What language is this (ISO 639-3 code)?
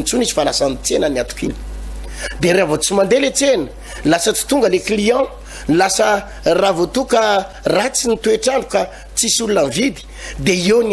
mlg